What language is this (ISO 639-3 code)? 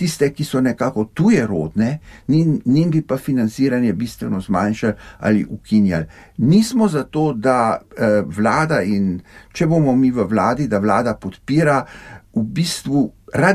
slv